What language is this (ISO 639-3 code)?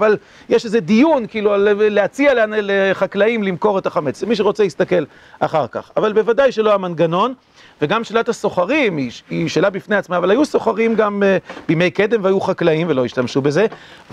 heb